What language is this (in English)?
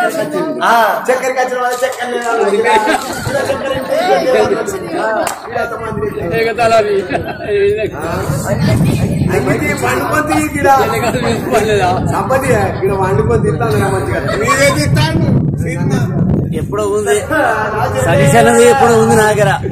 Telugu